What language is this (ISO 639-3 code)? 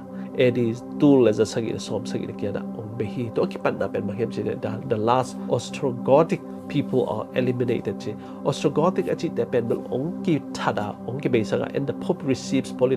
ctd